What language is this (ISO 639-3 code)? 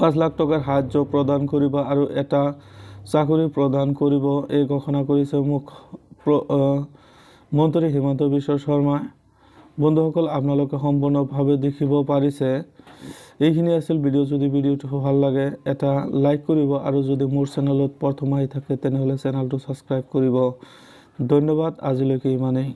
asm